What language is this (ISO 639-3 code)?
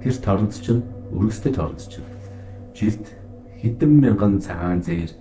mon